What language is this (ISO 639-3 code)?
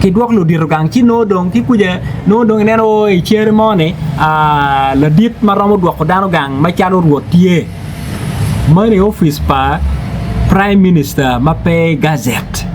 ach